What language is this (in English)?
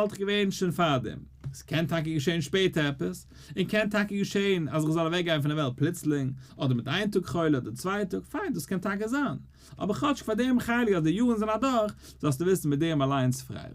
Yiddish